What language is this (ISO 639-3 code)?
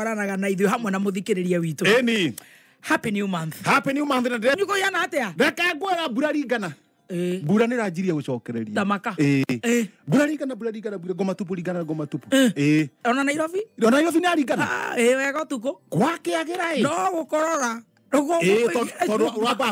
kik